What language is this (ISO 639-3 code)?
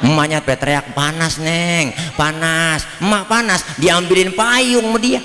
bew